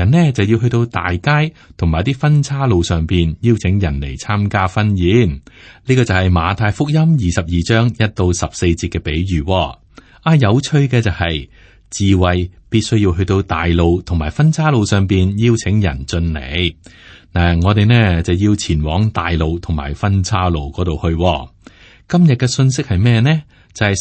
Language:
Cantonese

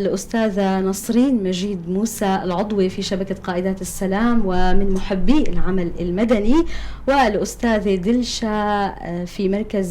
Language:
North Levantine Arabic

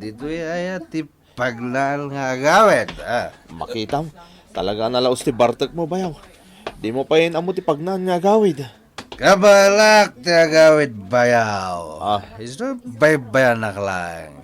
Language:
Iloko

